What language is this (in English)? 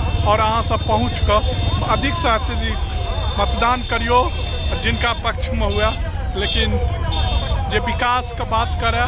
Maithili